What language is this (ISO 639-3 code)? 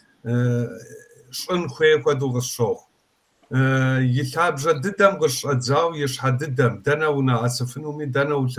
kbd